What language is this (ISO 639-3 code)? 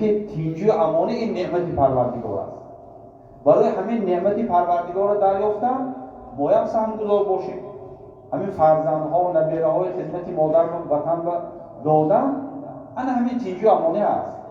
tgk